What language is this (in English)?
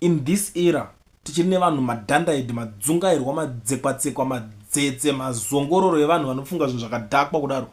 Shona